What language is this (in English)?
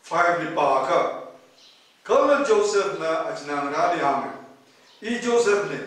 Tangkhul Naga (India)